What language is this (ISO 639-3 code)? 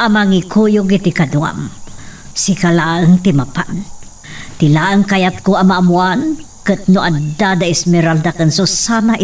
ilo